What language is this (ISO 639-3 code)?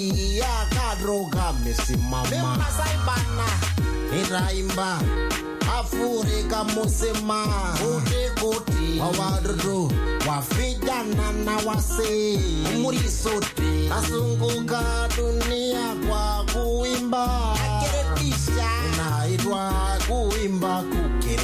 swa